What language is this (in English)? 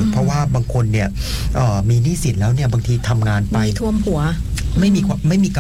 Thai